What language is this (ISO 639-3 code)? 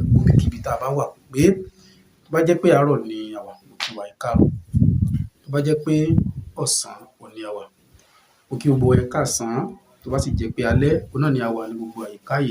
yor